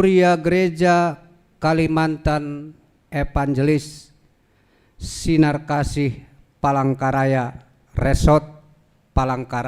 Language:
Batak Simalungun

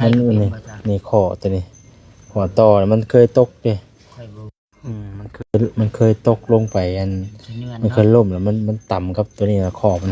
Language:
Lao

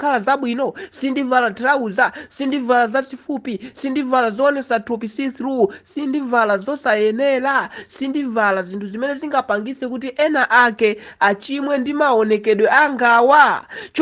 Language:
Nyanja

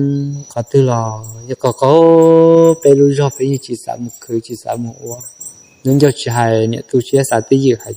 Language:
Hmong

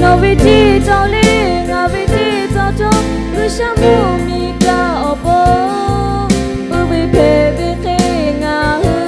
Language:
Lahu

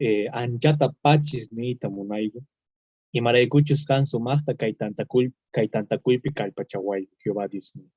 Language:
Quechua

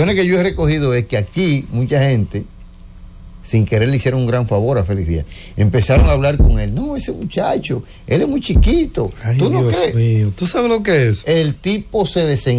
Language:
Spanish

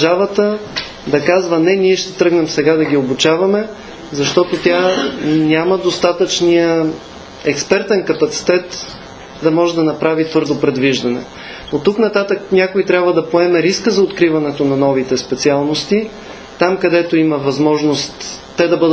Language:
Bulgarian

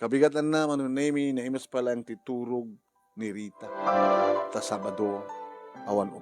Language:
Iloko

